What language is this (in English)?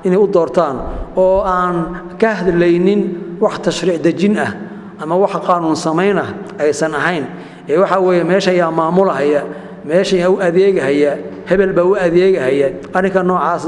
Somali